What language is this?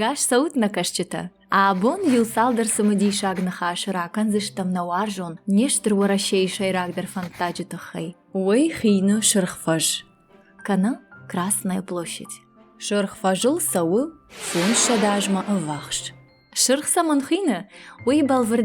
Ossetic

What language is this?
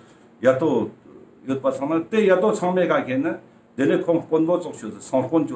Ladakhi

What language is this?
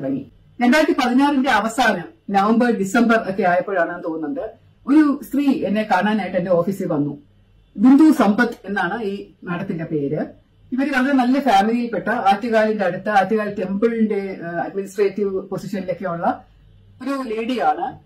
Malayalam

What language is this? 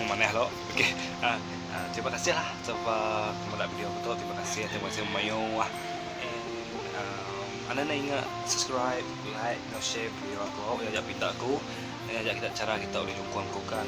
Iban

